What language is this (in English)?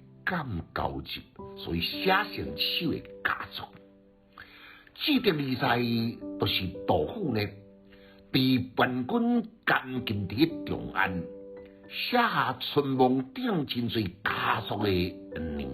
Min Nan Chinese